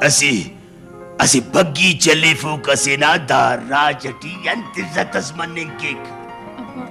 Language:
Brahui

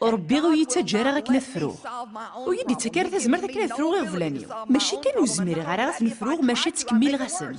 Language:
Kabyle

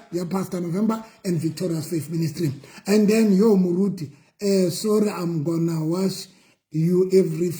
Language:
Southern Sotho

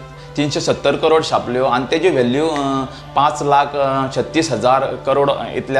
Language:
Konkani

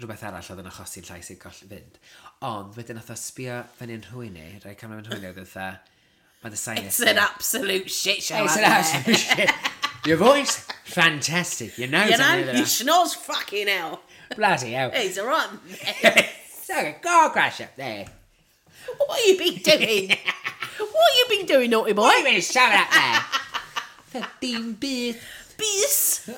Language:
Welsh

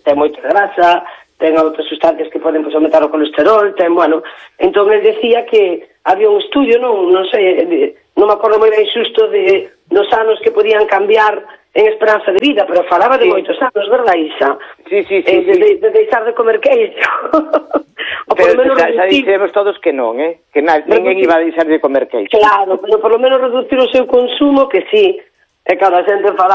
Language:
Galician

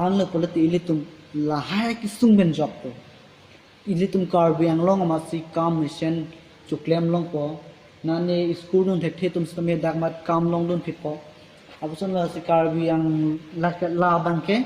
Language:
Karbi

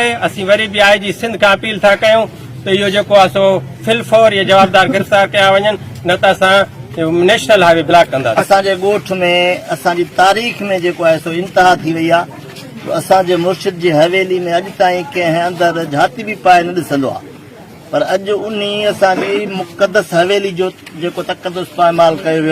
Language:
Sindhi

